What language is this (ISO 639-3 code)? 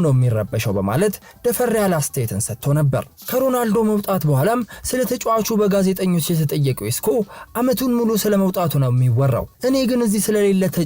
amh